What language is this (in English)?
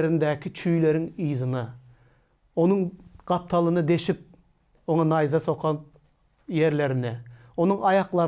Turkmen